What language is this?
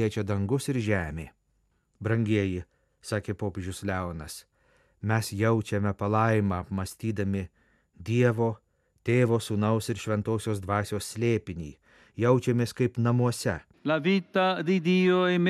Lithuanian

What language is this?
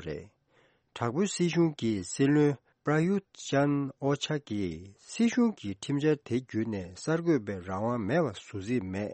Tibetan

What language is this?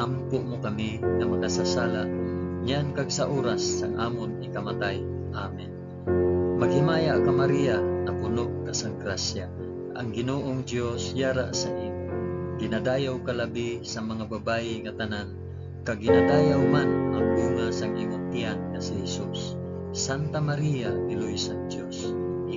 Hiligaynon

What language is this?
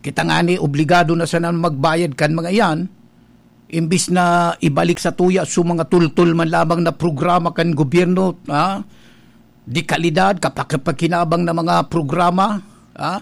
Bikol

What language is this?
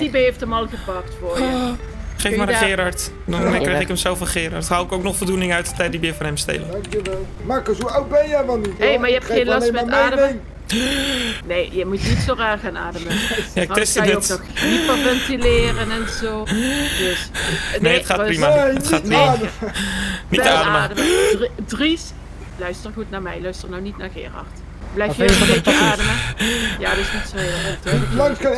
Dutch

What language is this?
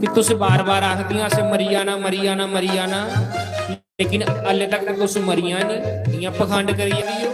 Dogri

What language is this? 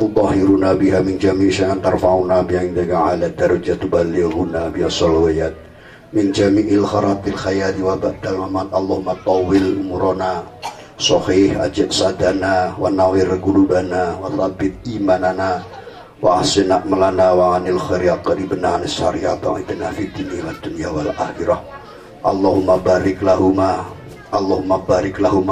Javanese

